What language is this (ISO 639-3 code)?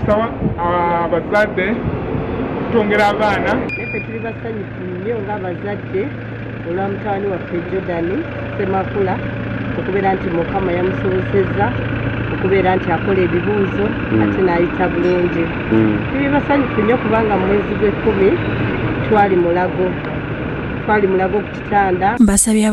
lug